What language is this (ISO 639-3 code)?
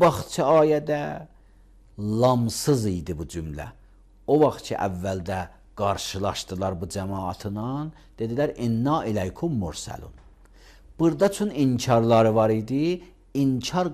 aze